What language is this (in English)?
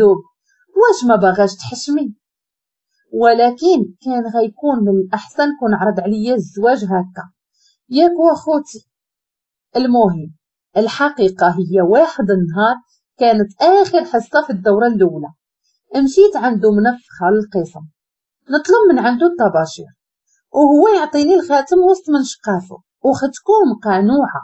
Moroccan Arabic